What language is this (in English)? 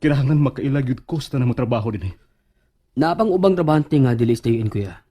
Cebuano